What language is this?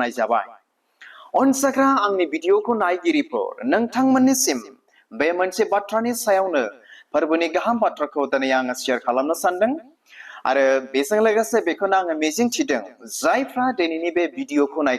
Bodo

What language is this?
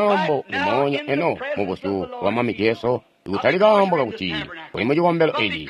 Tonga (Zambia)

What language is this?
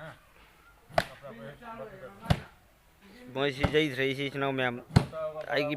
Manipuri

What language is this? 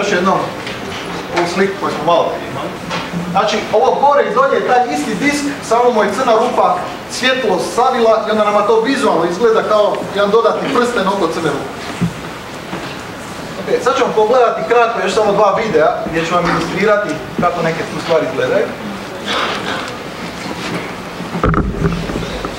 Croatian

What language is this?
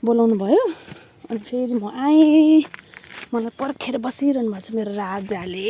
Nepali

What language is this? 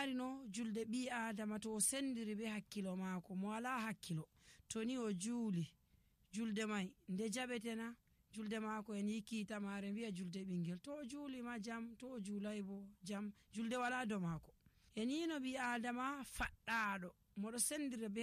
Nigerian Fulfulde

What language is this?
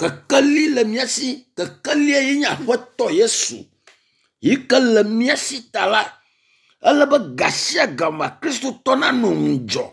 Ewe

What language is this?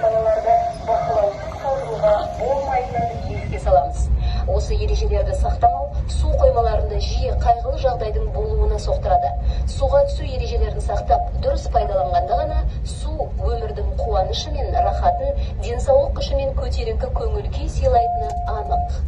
Kazakh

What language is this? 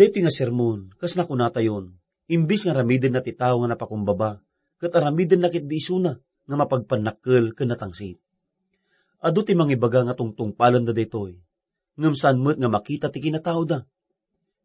Iloko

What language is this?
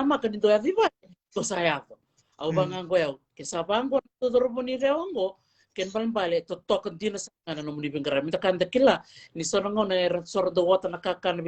Fijian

